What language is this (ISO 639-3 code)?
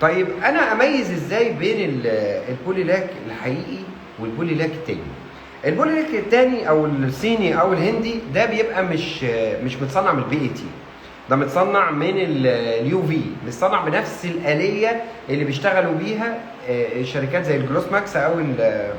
arz